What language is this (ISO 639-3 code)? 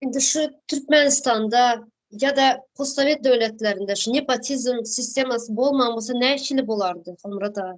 tuk